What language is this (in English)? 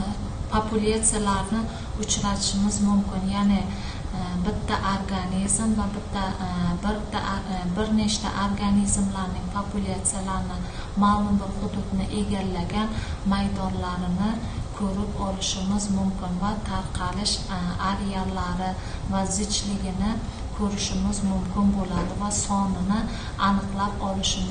Uzbek